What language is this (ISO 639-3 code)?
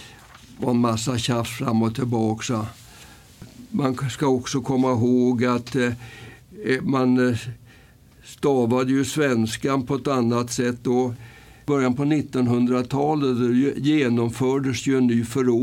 swe